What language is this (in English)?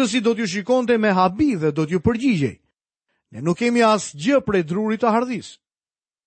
Albanian